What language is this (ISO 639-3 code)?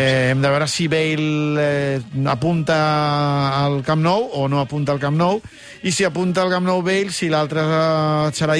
cat